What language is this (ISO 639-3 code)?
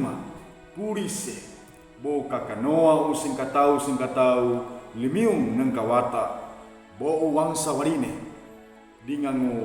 sxn